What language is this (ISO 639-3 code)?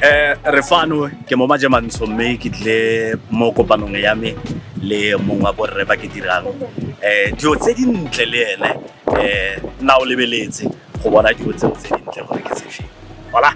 tsn